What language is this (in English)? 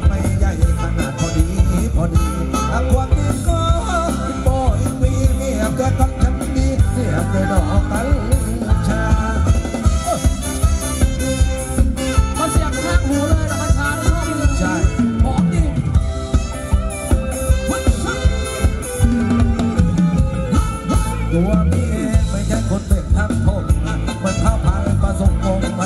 Thai